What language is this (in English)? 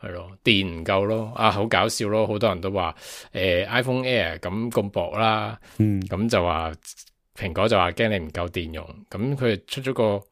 Cantonese